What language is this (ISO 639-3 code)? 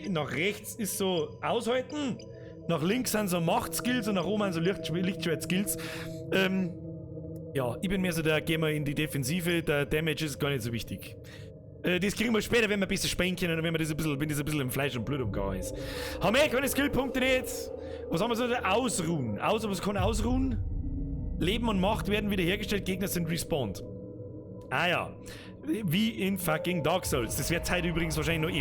bar